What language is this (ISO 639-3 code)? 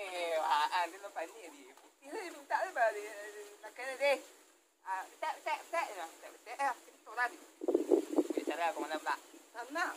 min